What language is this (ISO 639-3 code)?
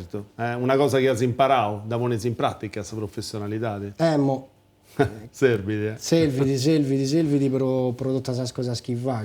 srd